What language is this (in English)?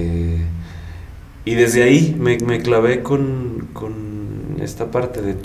Spanish